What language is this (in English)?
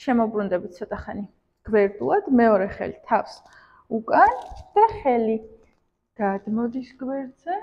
Georgian